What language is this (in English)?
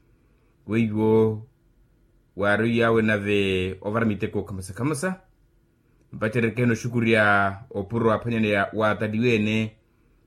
Makhuwa